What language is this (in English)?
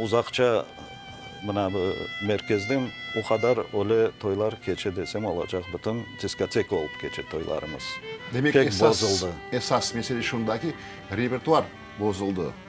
Crimean Tatar